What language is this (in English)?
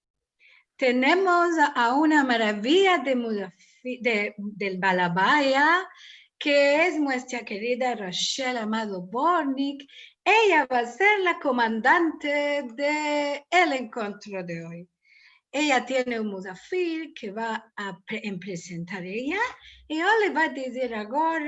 Ladino